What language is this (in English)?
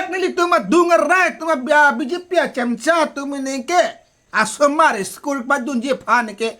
Karbi